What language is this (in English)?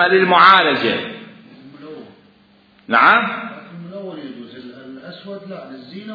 Mesopotamian Arabic